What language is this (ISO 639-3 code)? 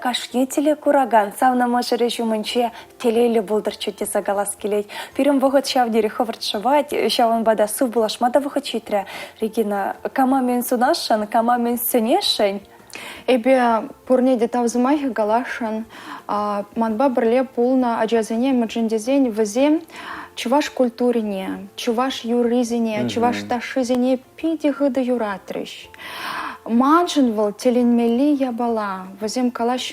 chv